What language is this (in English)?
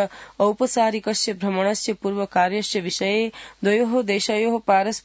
Sanskrit